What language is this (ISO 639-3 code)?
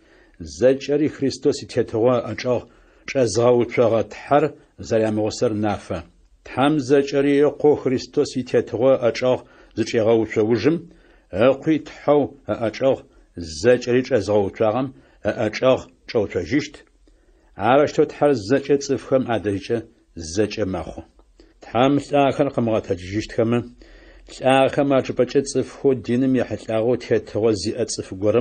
ady